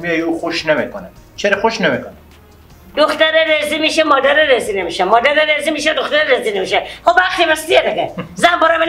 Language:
Persian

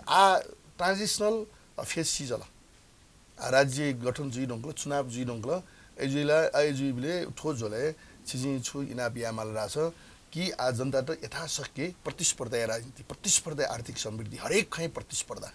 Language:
Newari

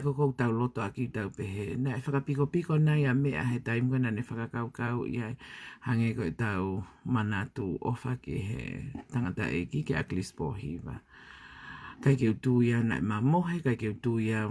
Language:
Tongan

